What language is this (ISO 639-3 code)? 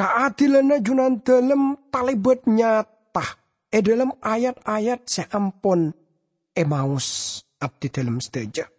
mad